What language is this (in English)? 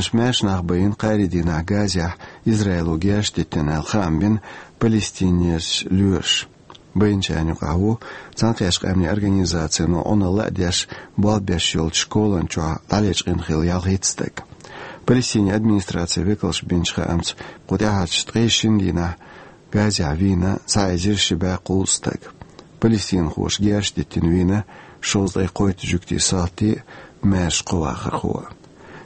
Chechen